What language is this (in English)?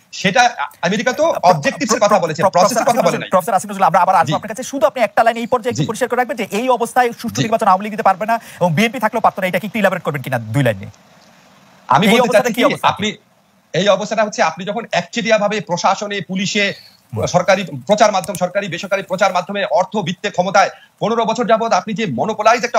Bangla